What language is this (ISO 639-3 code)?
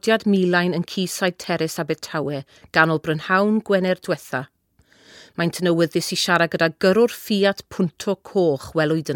cym